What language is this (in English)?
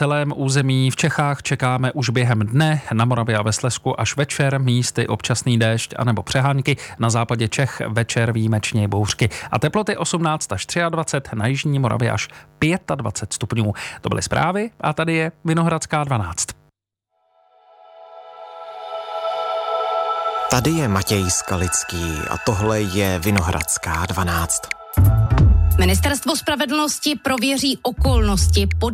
Czech